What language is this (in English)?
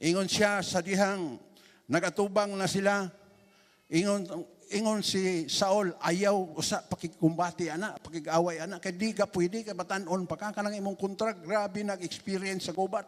Cebuano